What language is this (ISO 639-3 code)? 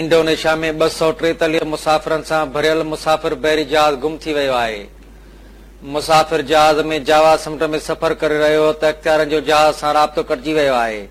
snd